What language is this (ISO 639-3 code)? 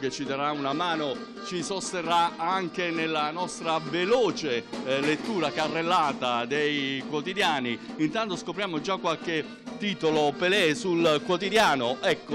ita